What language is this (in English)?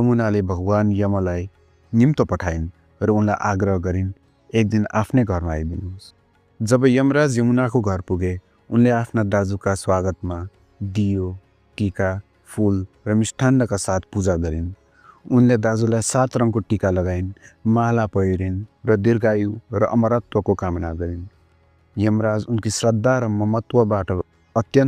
Nepali